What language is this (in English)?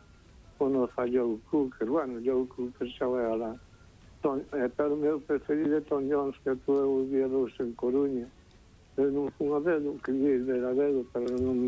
Galician